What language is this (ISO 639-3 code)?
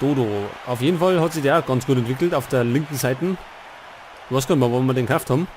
bar